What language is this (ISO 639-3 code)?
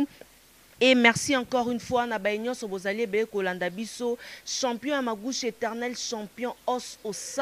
lin